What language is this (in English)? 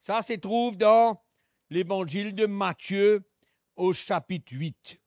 Morisyen